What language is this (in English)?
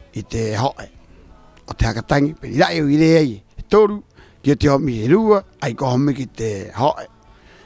Rapanui